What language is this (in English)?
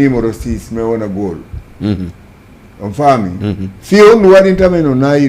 Fula